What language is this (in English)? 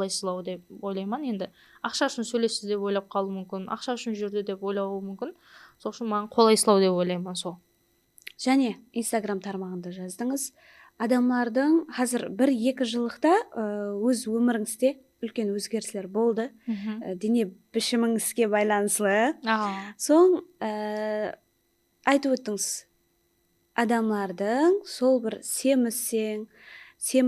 Kara-Kalpak